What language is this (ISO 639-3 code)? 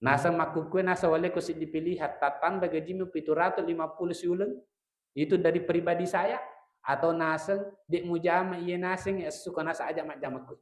bug